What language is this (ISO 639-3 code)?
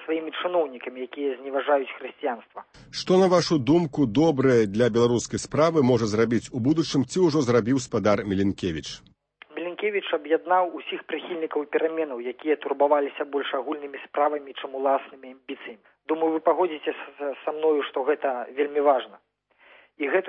bel